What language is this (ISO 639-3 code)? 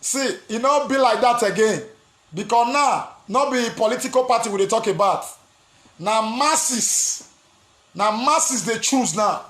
pcm